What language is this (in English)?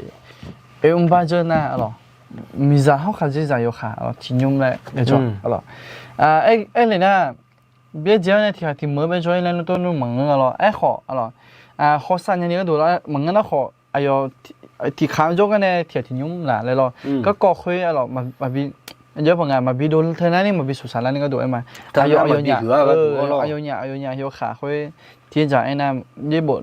Akha